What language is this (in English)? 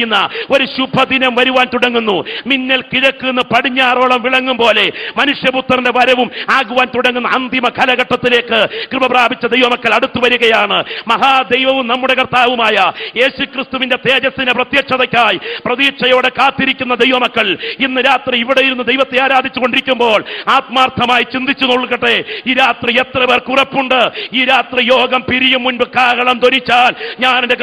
Malayalam